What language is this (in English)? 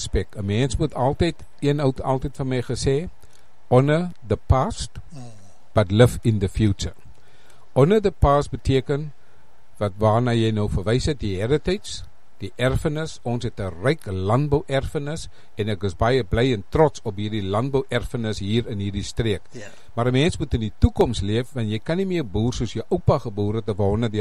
Afrikaans